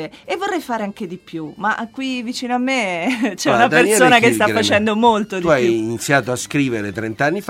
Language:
Italian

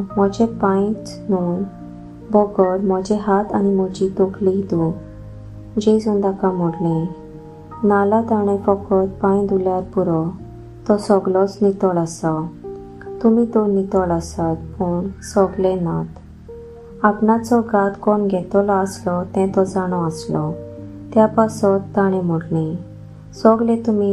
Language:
Konkani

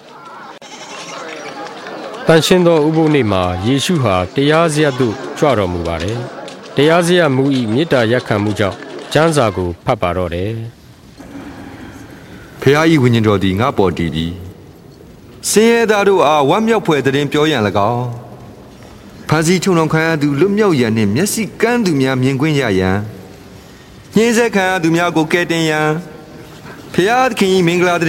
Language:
Burmese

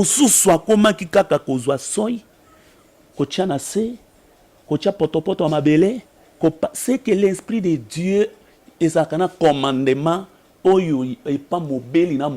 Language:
Lingala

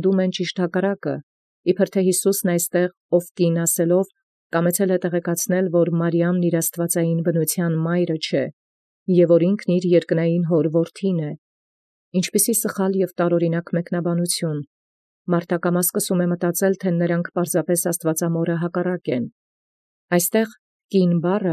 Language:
Armenian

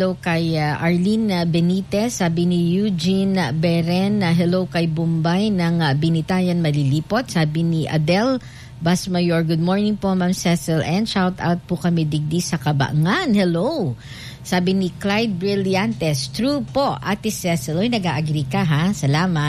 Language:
Filipino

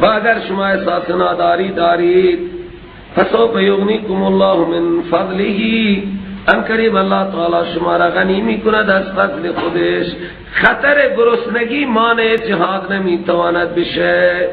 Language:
Persian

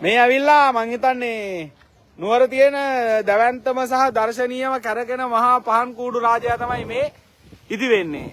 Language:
Sinhala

